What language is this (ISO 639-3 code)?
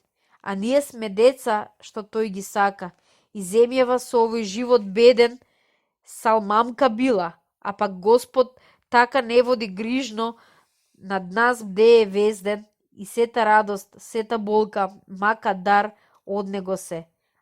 mkd